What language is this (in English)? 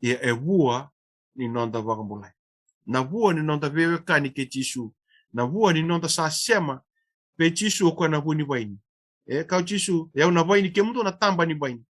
Fijian